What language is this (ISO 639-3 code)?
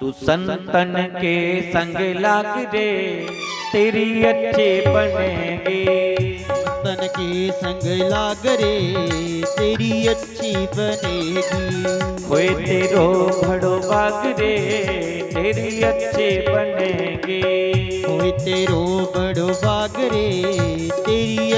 doi